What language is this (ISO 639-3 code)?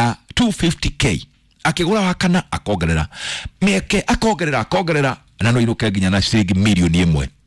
kik